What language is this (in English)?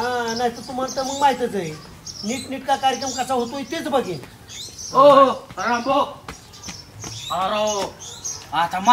Marathi